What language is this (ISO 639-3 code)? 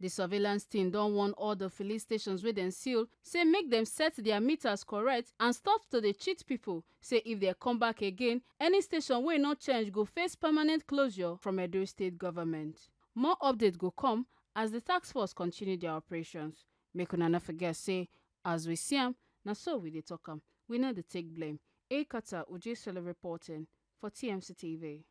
pcm